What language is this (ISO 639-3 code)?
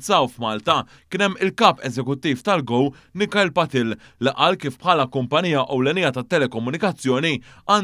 mlt